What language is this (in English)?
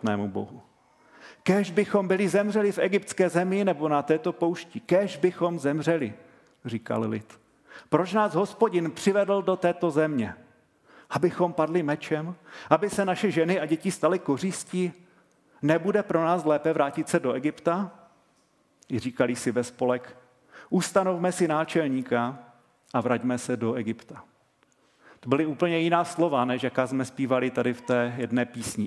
Czech